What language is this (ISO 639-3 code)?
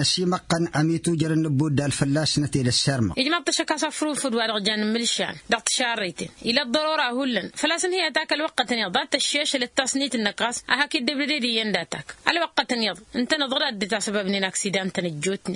taq